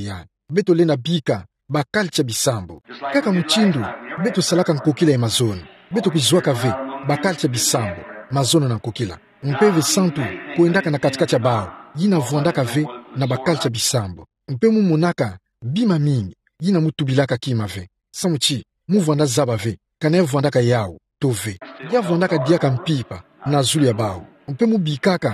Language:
Kituba (Democratic Republic of Congo)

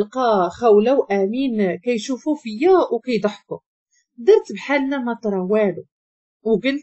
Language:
Moroccan Arabic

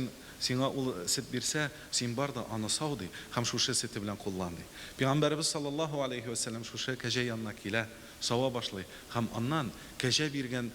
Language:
Tatar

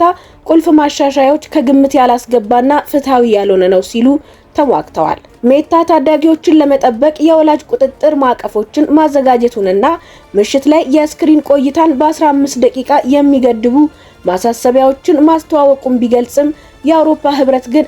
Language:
Amharic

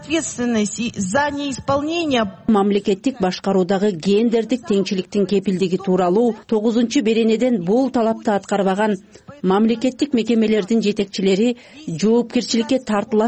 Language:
Kyrgyz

